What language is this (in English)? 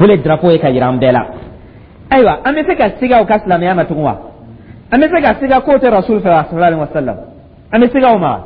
Dyula